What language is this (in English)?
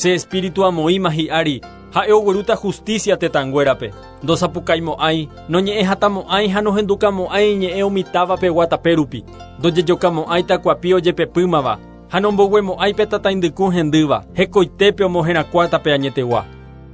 Guarani